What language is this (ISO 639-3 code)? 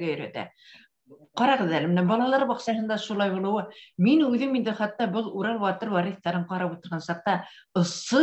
bak